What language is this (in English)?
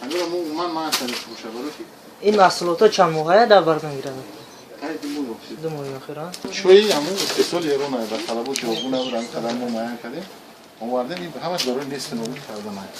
Tajik